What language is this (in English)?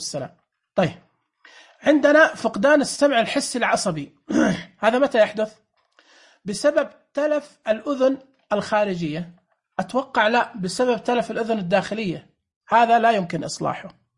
Najdi Arabic